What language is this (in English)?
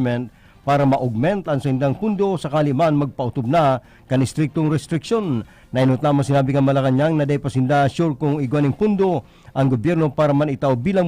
Bikol